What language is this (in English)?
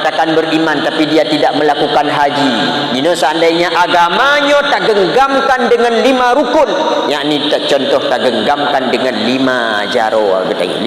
Achinese